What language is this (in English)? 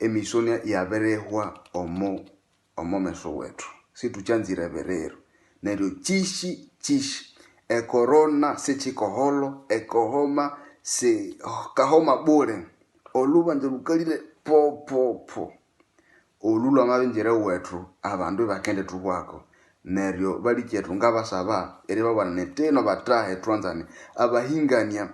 Nande